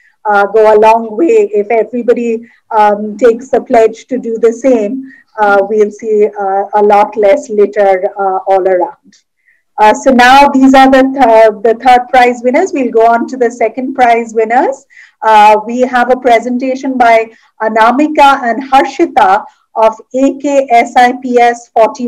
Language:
English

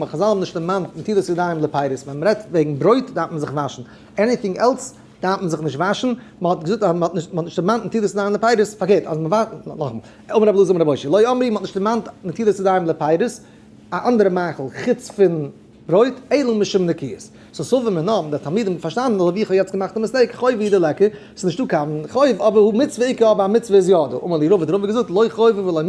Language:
Yiddish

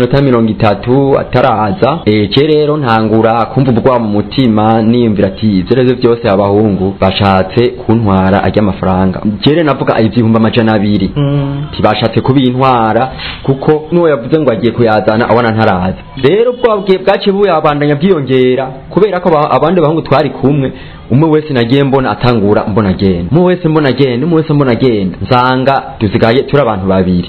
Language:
Rundi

